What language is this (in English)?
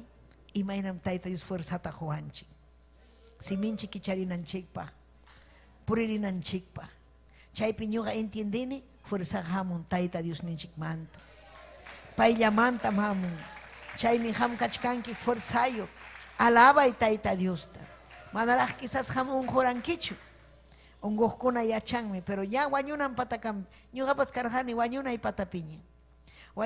Ayacucho Quechua